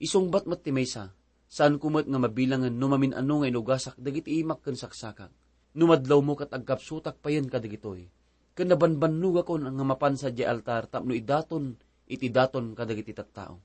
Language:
Iloko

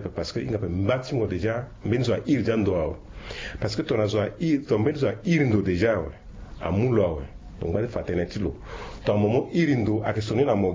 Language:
Sango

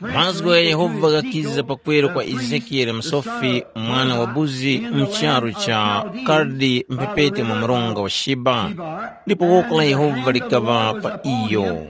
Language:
Tumbuka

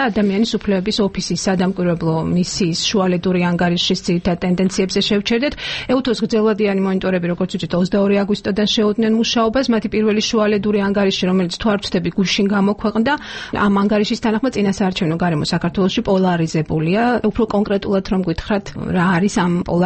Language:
Georgian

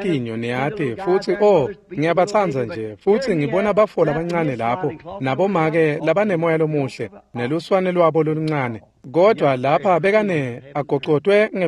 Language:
Swati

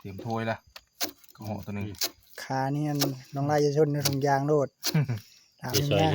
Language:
Northeastern Thai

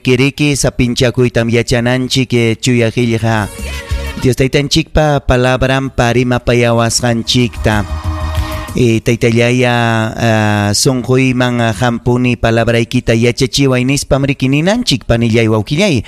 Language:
Ayacucho Quechua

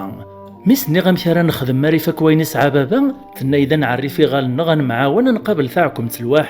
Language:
Kabyle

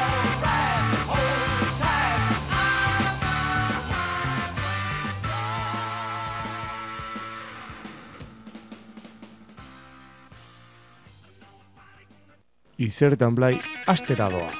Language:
Basque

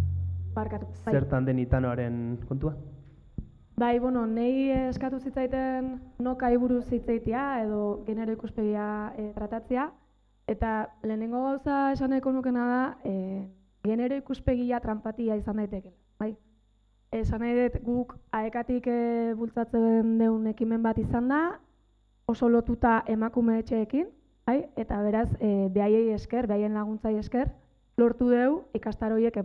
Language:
Basque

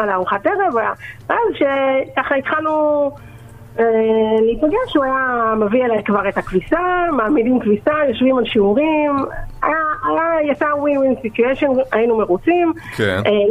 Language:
Hebrew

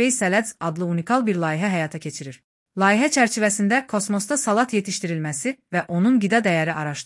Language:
Azerbaijani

